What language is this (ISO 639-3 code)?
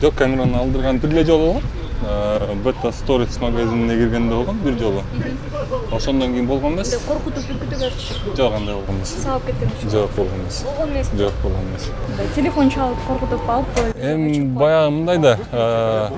kir